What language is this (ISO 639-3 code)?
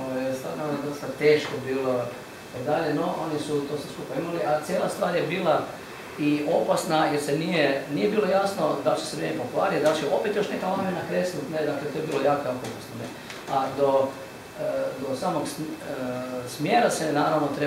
hrv